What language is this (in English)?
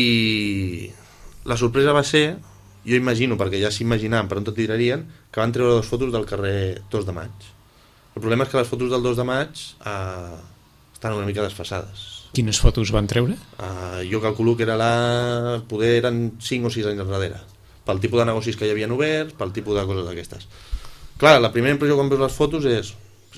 Catalan